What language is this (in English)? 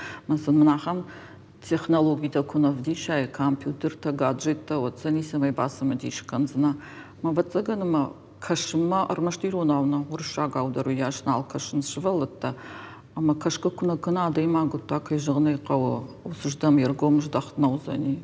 Ossetic